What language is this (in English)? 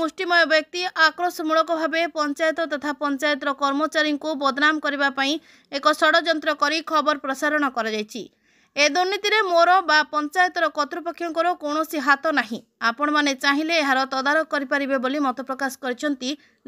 Odia